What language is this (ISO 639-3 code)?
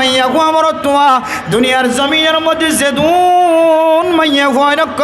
rhg